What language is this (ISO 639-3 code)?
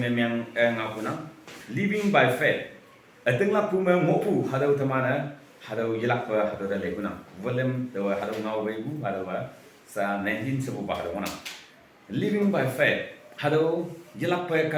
nag